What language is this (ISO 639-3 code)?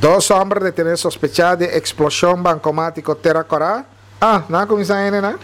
pap